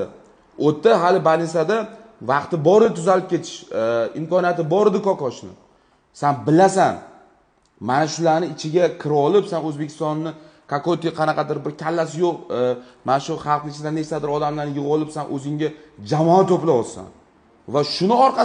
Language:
Uzbek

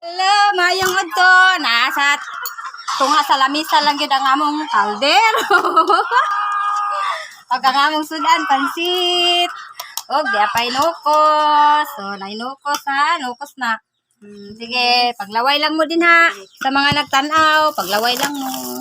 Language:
Cebuano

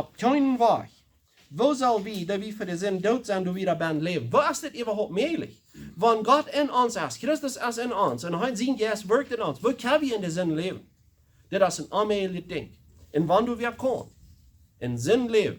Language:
Plautdietsch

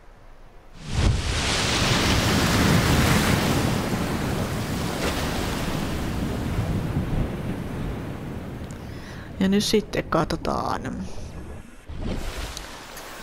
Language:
Finnish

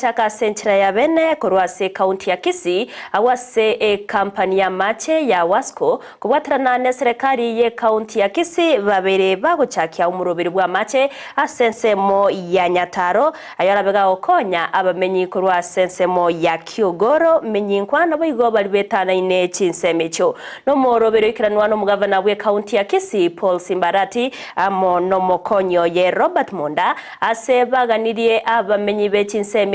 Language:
Gusii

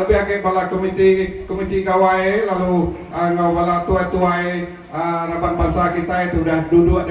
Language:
Iban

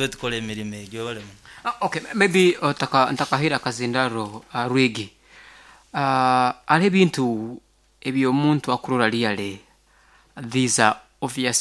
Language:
Nyoro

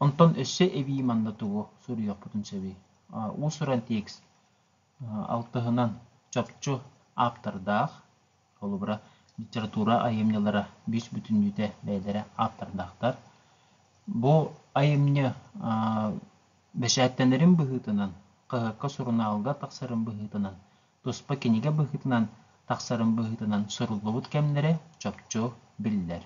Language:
Yakut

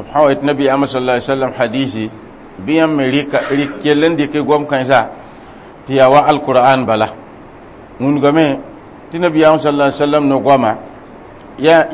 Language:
Mossi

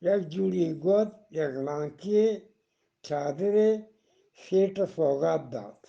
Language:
Eastern Balochi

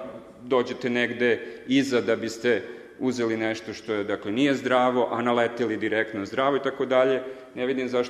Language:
Serbian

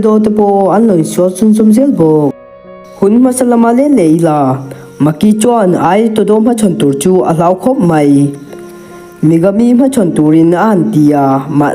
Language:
Mizo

